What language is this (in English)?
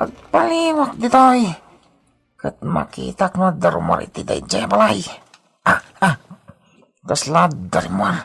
Iloko